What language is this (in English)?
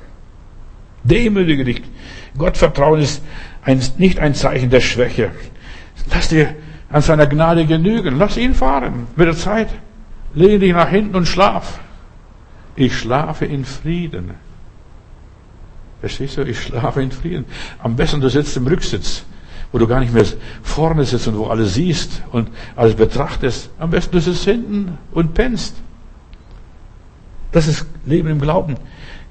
German